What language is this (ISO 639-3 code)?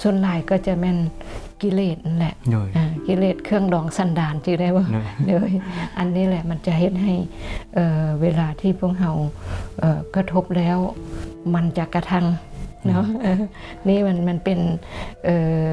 lao